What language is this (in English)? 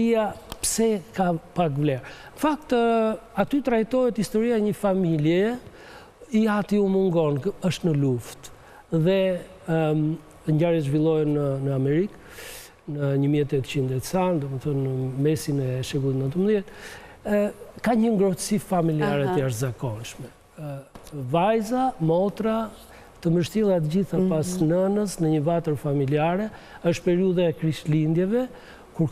Albanian